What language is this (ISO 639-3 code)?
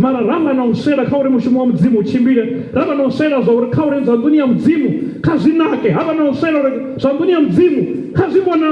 ven